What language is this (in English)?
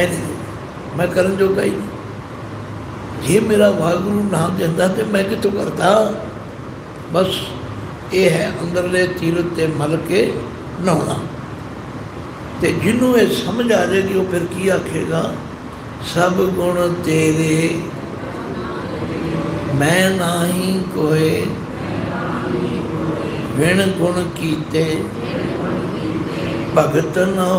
Punjabi